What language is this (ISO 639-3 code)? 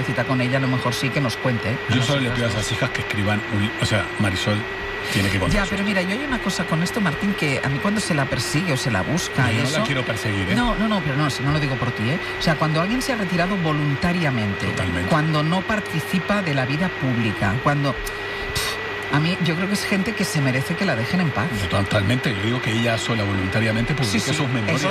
spa